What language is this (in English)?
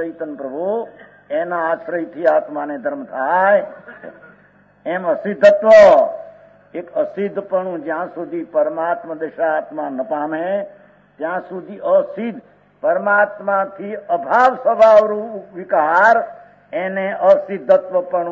Gujarati